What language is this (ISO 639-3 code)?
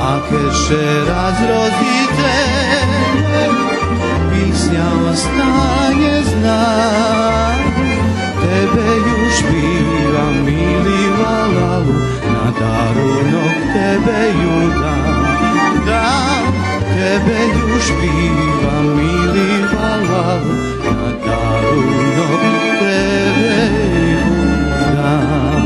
rue